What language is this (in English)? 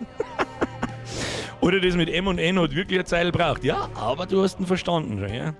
Bavarian